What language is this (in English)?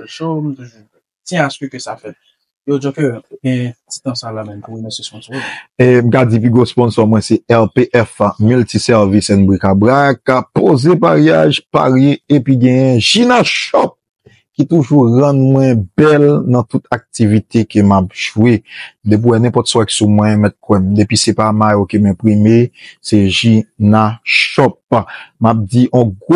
Haitian Creole